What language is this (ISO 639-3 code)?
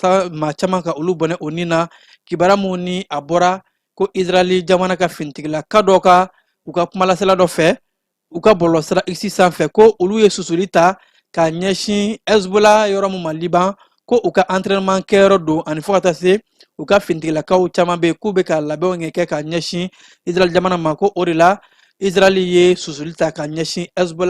bam